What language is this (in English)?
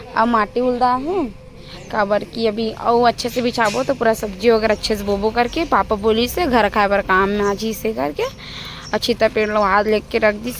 Chhattisgarhi